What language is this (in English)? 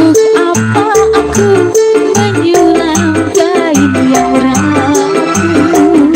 Betawi